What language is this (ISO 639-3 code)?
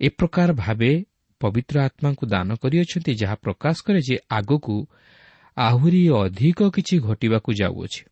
ori